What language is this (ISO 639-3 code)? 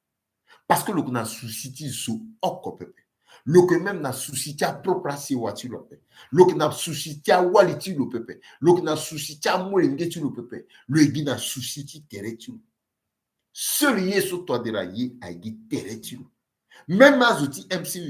sag